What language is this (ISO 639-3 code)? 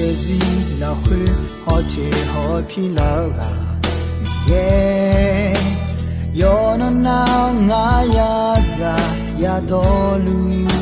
ahk